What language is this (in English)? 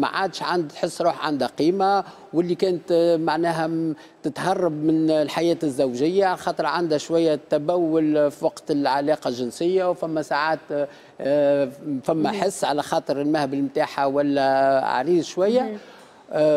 Tunisian Arabic